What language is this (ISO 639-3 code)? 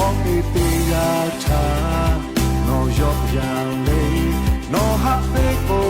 lhu